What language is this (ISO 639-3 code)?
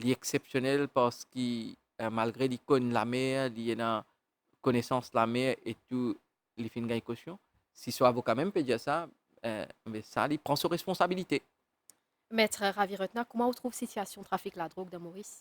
mfe